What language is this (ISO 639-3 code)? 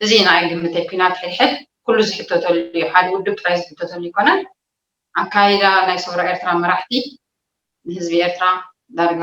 tir